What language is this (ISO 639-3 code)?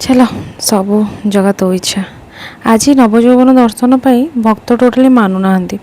ori